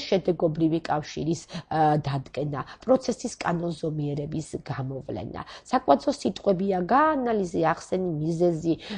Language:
Georgian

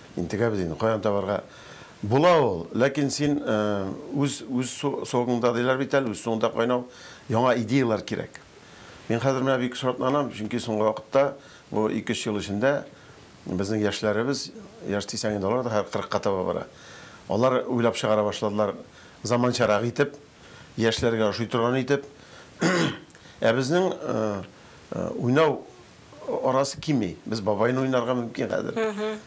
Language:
Tatar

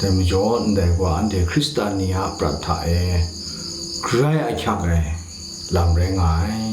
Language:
Kachin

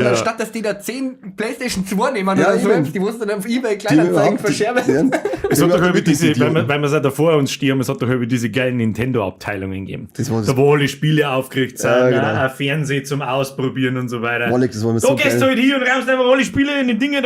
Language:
Bavarian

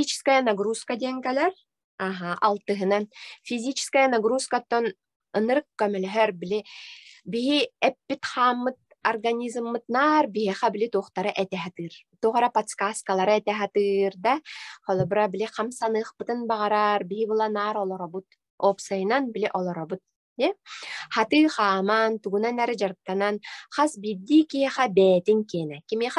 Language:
Yakut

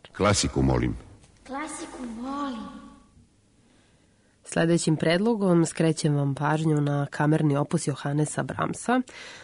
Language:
Serbian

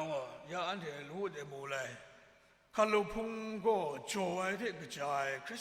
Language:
Kachin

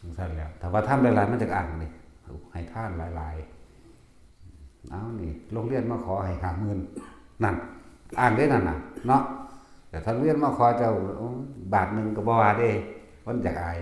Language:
Northeastern Thai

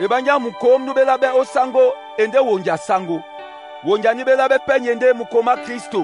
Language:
Duala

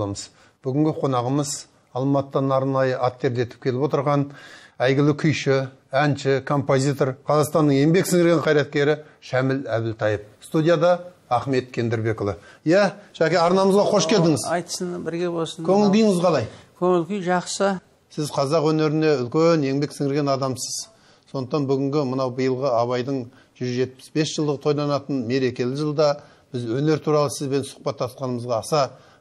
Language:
Kazakh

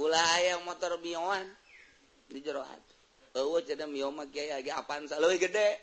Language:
Sundanese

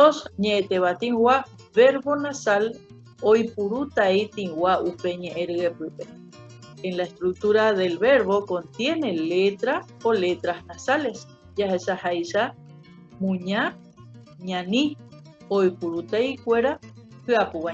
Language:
Guarani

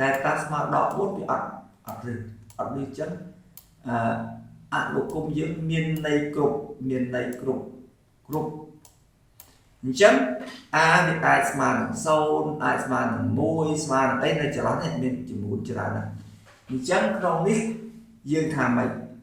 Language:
Khmer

